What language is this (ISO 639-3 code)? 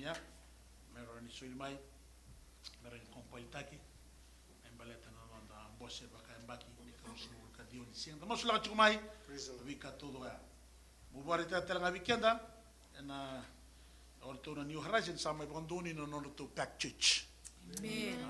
fij